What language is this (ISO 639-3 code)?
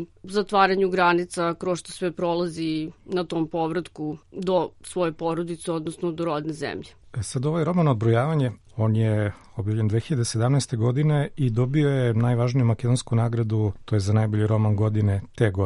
srp